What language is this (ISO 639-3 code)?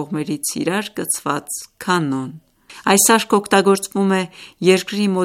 hye